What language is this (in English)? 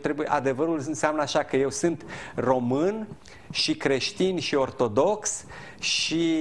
Romanian